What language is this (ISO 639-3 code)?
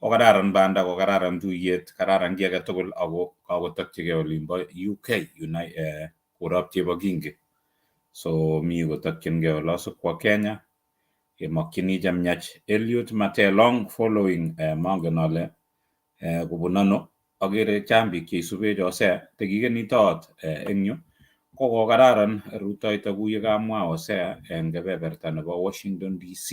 kln